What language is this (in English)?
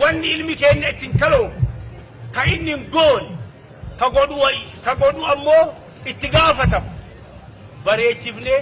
Oromo